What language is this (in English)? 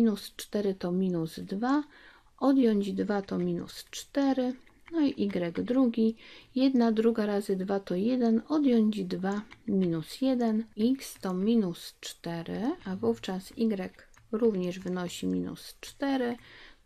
Polish